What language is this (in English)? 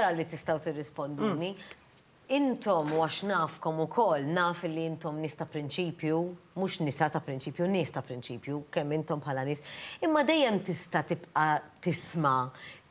Maltese